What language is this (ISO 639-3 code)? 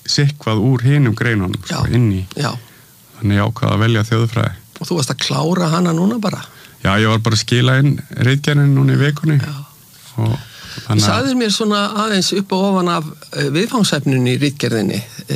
isl